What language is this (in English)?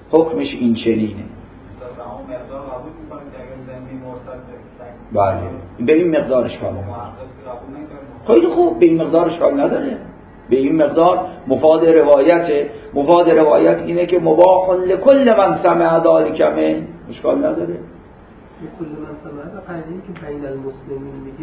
Persian